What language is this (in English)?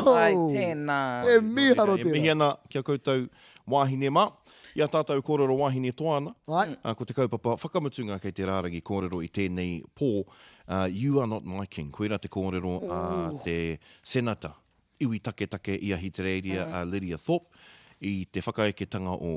Māori